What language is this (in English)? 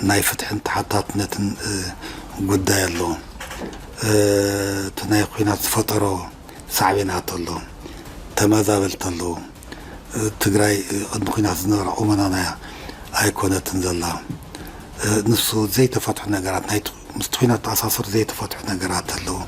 Tigrinya